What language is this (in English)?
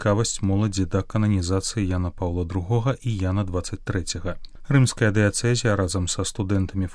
Belarusian